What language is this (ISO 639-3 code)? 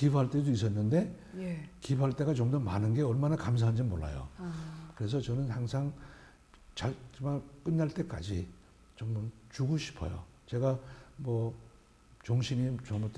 kor